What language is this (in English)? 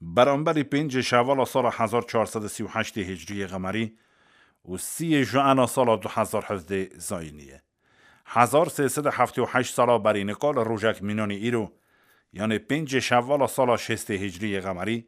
Kurdish